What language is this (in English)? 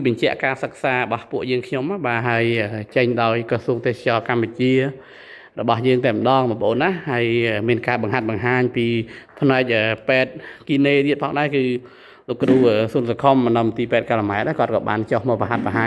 Khmer